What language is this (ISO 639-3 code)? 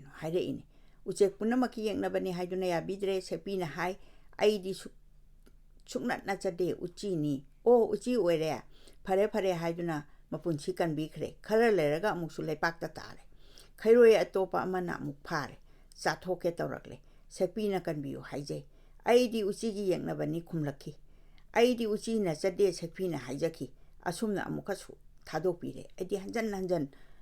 mni